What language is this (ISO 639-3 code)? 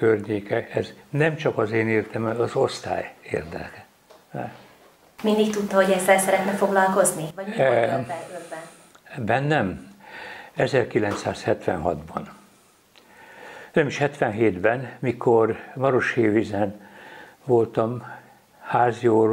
hun